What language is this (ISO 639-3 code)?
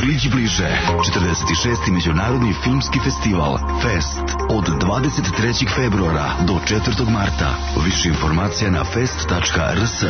srp